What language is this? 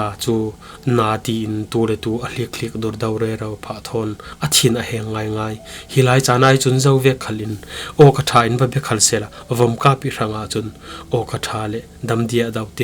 Falam Chin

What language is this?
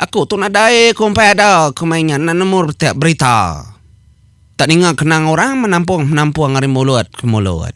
Iban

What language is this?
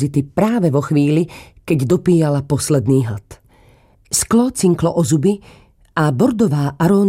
Slovak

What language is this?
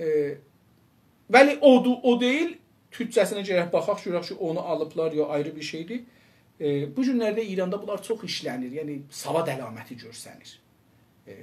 South Azerbaijani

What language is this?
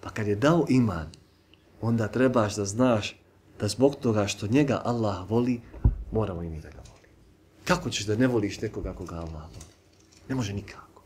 Bosnian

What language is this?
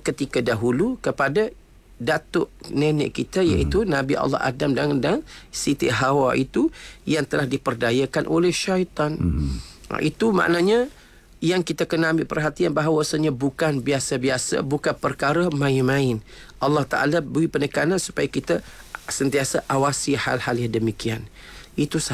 Malay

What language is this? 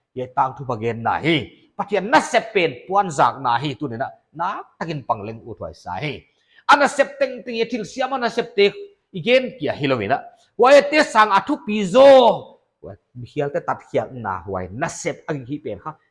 Paite Chin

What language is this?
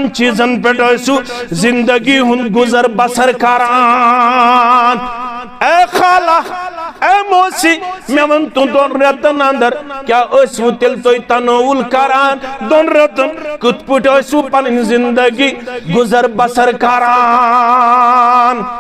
Kashmiri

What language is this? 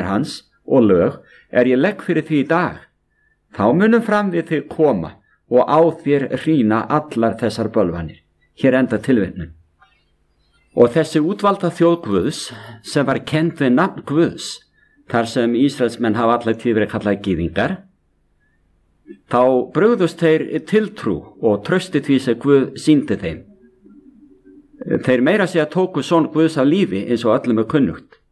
Icelandic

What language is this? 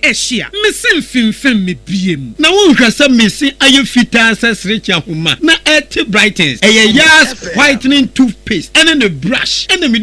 Akan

